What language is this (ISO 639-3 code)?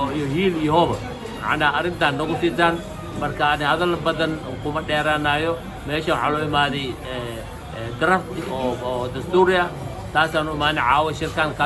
som